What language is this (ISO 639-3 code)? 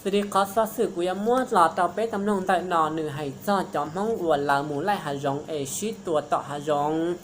hmn